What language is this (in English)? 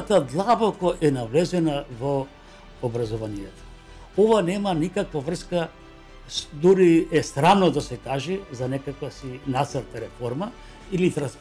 Macedonian